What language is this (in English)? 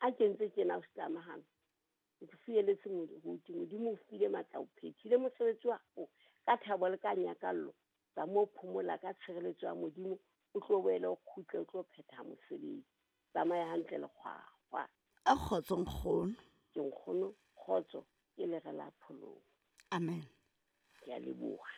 Southern Sotho